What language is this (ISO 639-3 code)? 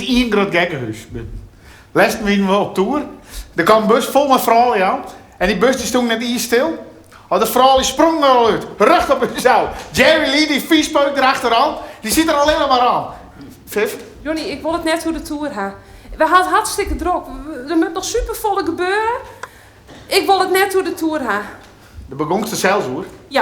fry